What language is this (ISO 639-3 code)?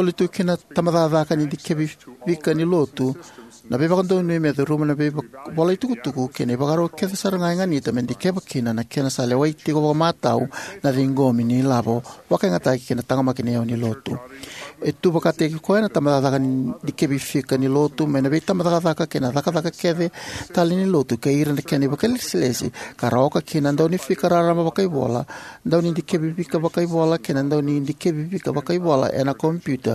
fij